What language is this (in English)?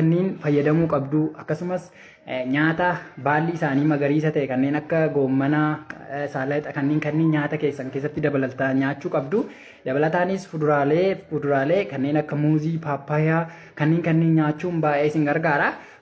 Oromo